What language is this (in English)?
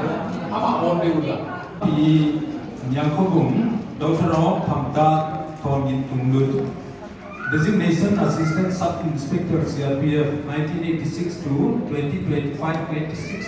Paite Chin